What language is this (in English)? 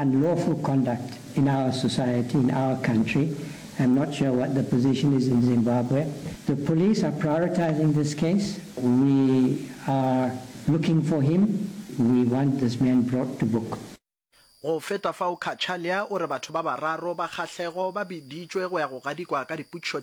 Northern Sotho